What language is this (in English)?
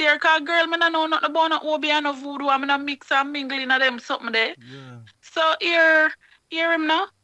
Jamaican Creole English